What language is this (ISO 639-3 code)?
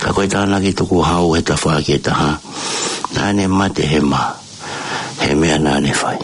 ton